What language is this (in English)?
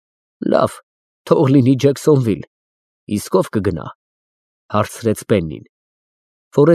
Armenian